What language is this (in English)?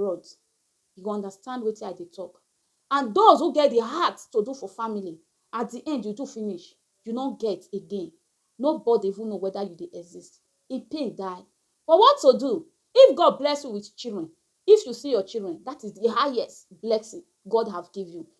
Nigerian Pidgin